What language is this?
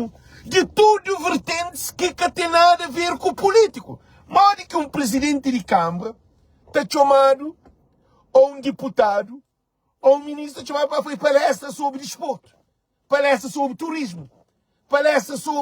Kabuverdianu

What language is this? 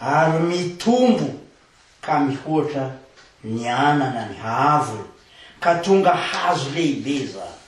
Malagasy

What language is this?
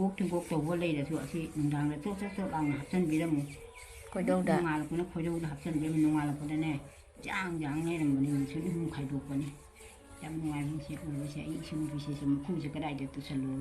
Manipuri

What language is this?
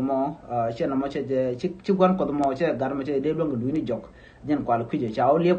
Nuer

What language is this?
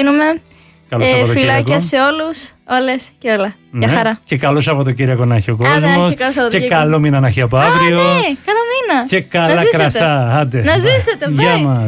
Greek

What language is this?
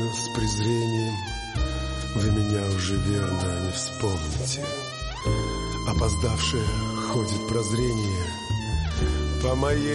Russian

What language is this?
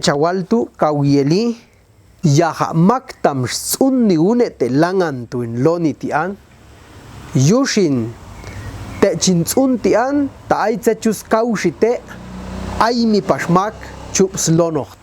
Popti'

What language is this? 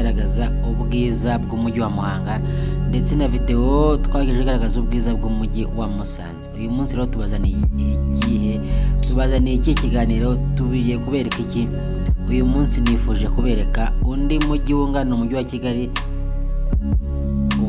Kinyarwanda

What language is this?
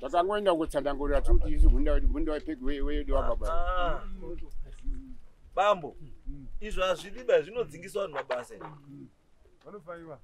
Shona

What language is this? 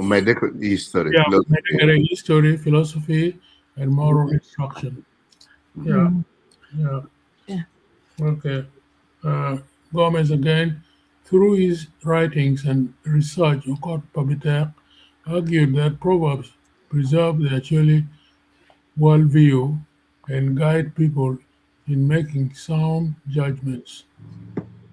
Acoli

